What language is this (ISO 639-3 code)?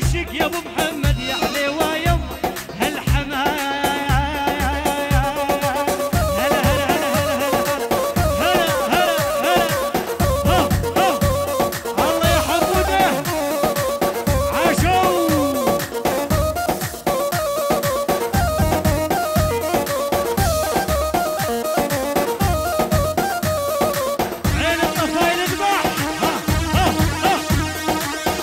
ajp